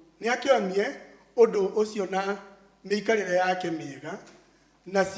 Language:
Kikuyu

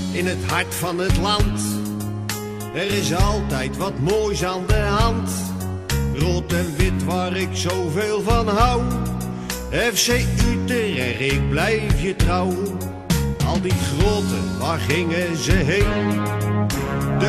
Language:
Dutch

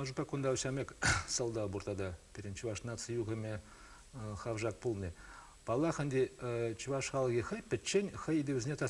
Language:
Chuvash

